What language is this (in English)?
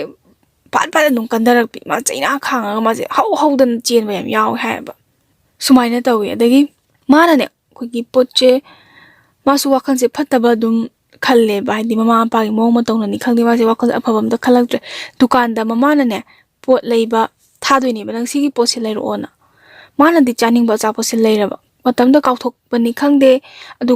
Manipuri